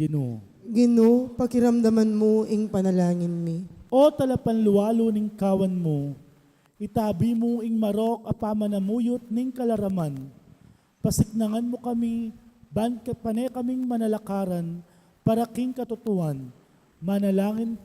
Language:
Pampanga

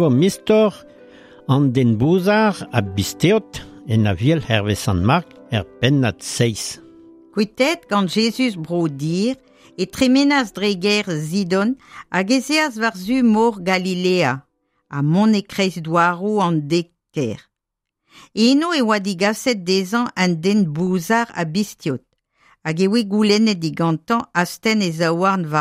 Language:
Breton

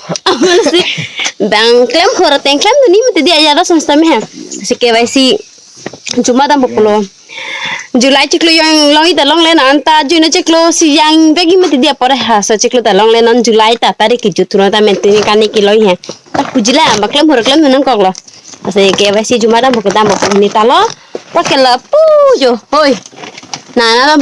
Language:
Karbi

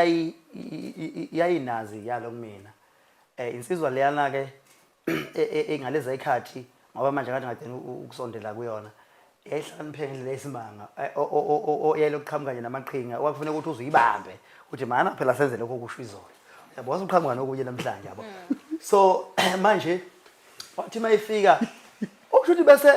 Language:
Zulu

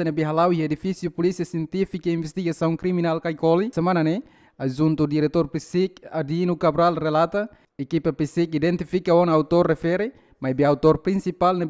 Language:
Tetum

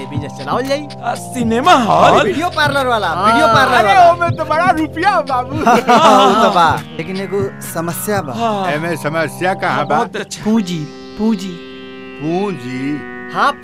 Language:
Bhojpuri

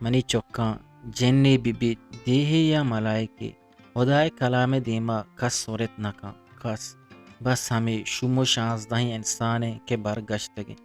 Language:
Eastern Balochi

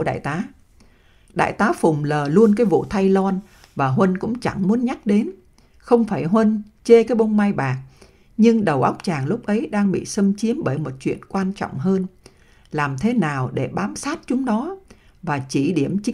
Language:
Vietnamese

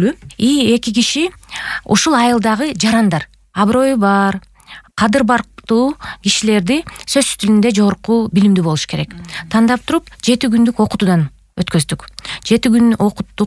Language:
Kyrgyz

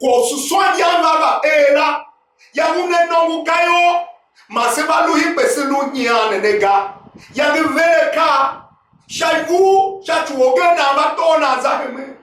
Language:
Tiv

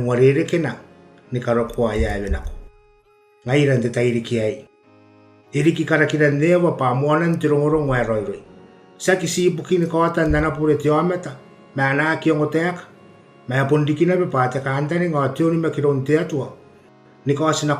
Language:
Gilbertese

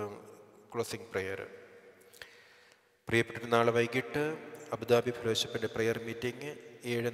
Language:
Malayalam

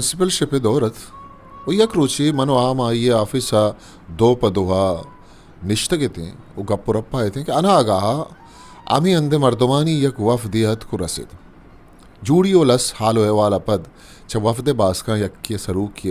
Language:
Eastern Balochi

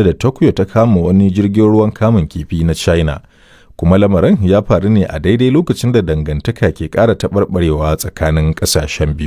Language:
Hausa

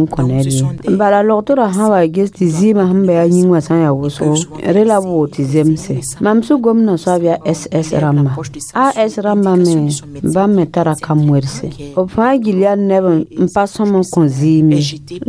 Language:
Mossi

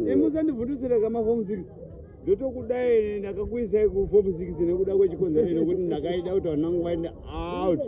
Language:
Shona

